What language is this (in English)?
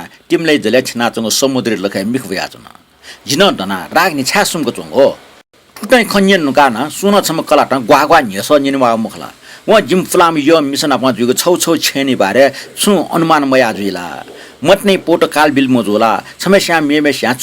Newari